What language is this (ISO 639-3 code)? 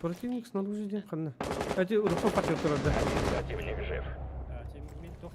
sah